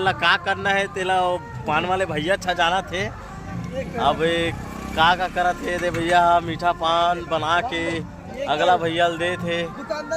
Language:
Chhattisgarhi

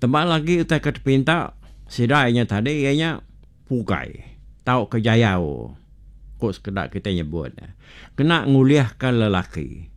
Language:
Iban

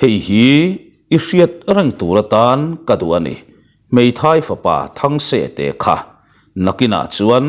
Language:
Mizo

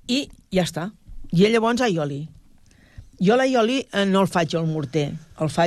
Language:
Catalan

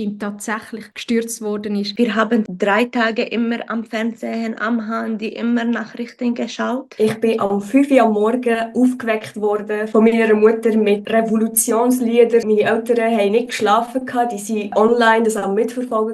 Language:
Swiss German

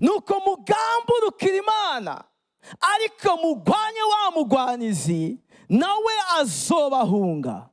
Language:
Rundi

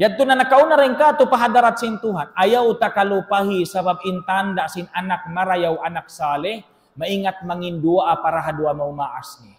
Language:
Tausug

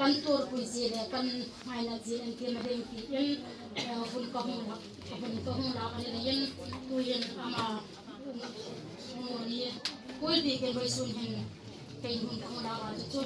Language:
Hmar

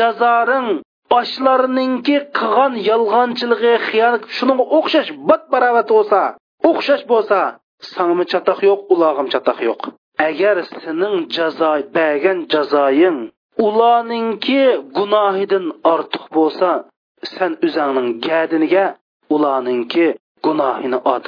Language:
Uyghur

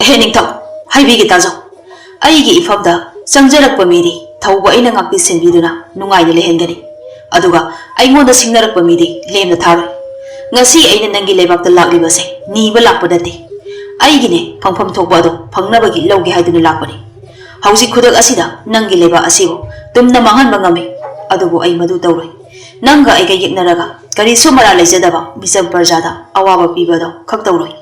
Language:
Manipuri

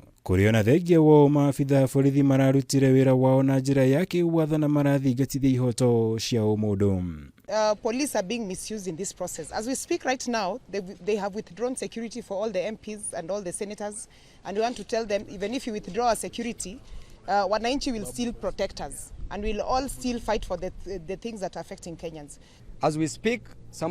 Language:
Kikuyu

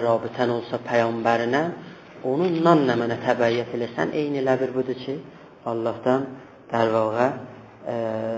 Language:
South Azerbaijani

